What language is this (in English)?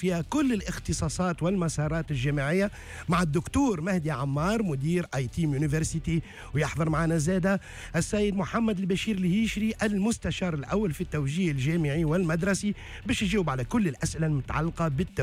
Tunisian Arabic